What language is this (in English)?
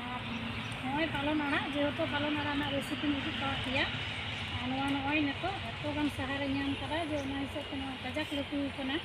Santali